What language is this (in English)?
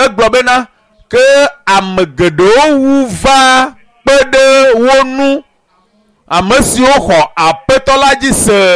Ewe